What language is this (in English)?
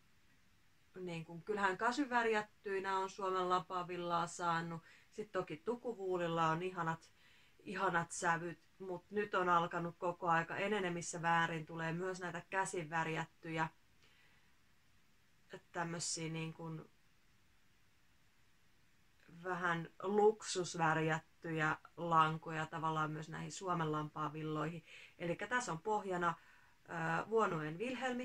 Finnish